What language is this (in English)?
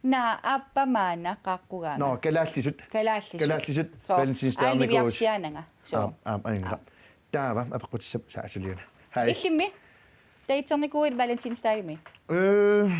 Kalaallisut